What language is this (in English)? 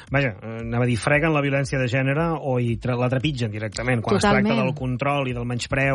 Catalan